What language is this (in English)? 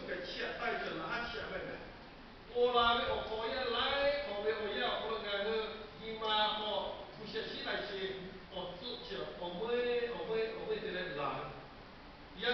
Lahu